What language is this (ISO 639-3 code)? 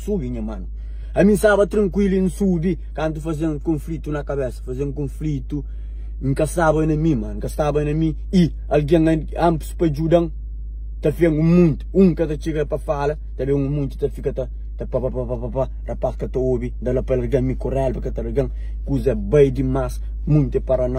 kea